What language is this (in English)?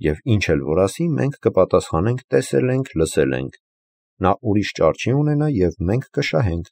Armenian